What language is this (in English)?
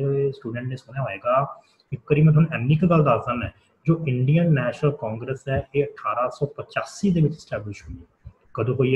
Punjabi